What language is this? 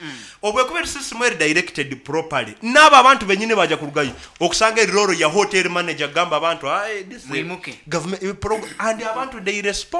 Nyoro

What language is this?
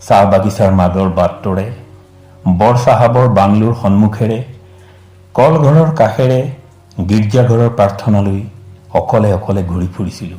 Assamese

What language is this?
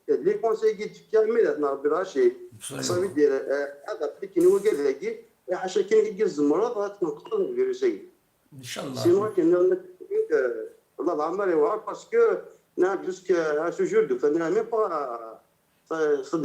Kabyle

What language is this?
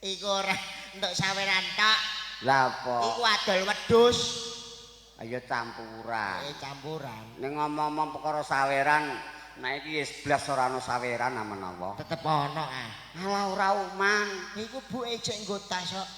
Javanese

